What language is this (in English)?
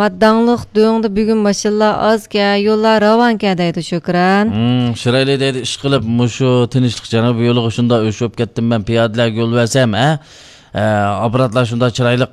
Uyghur